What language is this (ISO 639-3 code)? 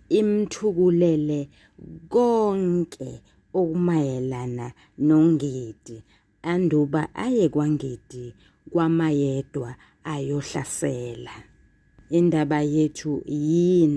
zul